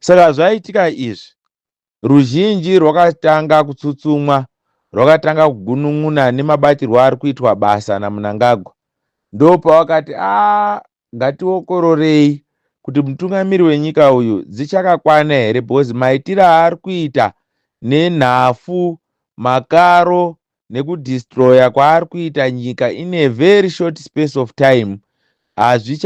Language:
Shona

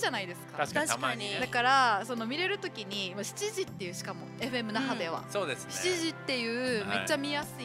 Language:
Japanese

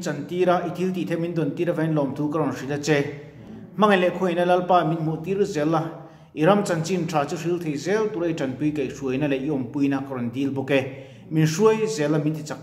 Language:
Mizo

